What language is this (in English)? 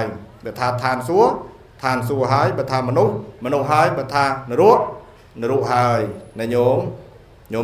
Khmer